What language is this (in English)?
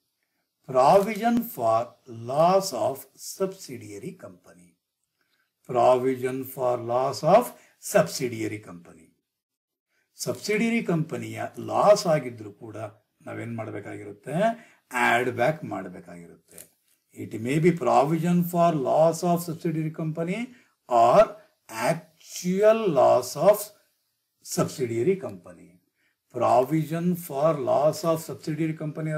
Kannada